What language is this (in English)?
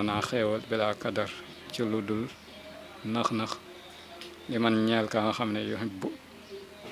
Wolof